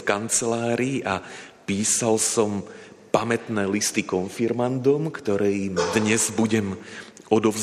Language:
Slovak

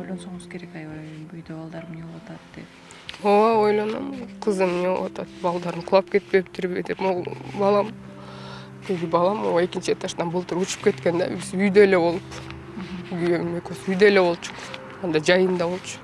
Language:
Kyrgyz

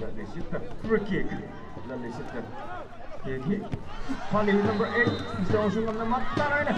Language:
Tangkhul Naga (India)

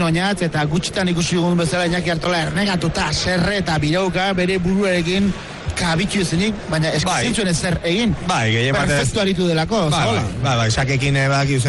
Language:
Basque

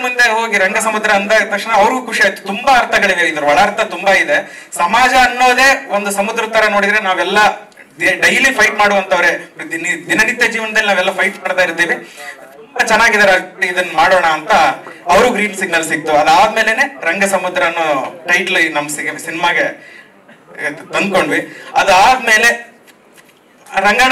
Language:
Kannada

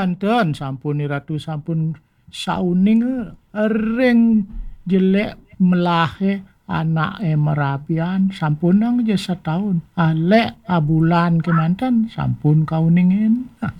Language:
Balinese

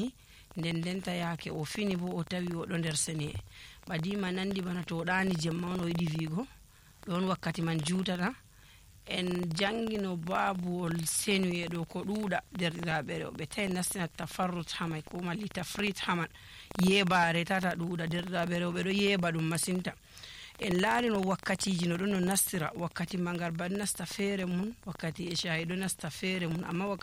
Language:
Nigerian Fulfulde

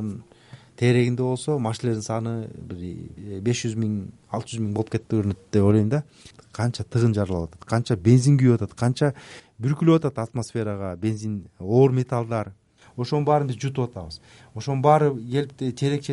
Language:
Kyrgyz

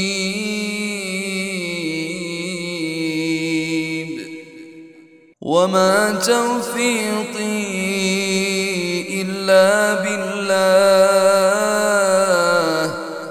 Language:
Arabic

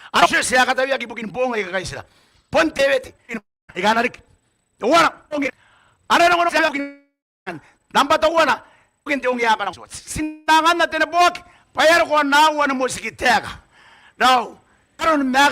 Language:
Gilbertese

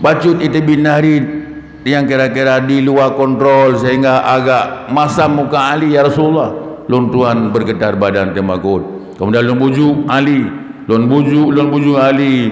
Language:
Achinese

